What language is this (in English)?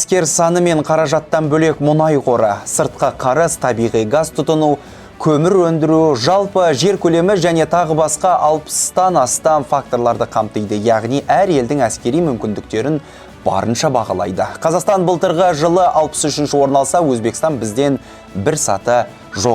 Kazakh